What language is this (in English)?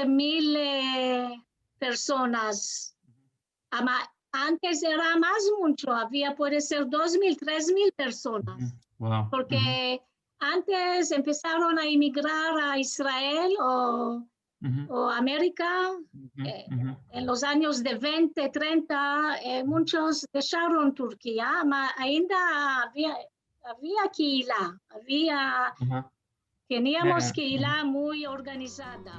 Ladino